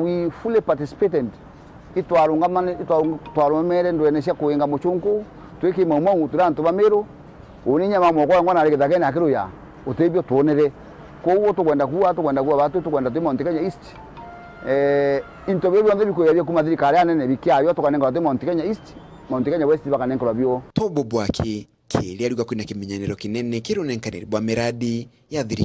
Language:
Meru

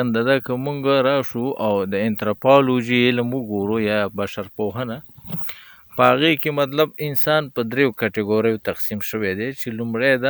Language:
Pashto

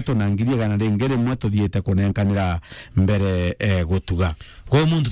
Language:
Meru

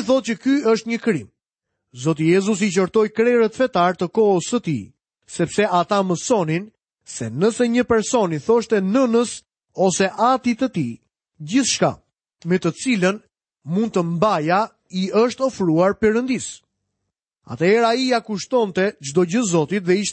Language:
Albanian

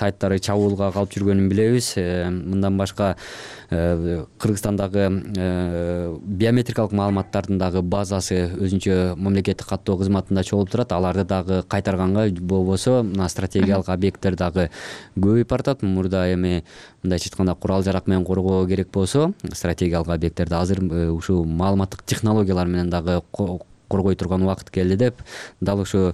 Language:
Kyrgyz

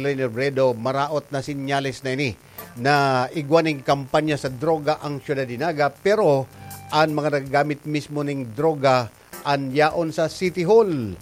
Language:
Bikol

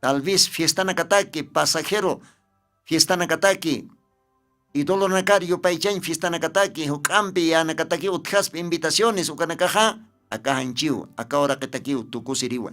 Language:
Aymara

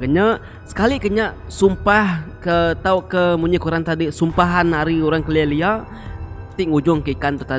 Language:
Iban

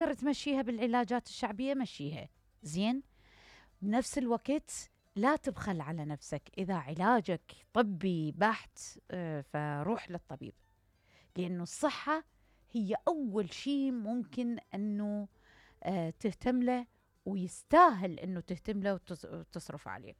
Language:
Mesopotamian Arabic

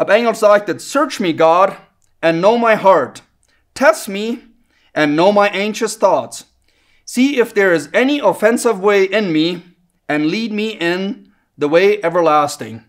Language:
Plautdietsch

